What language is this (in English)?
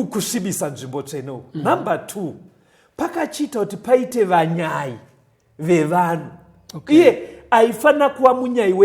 Shona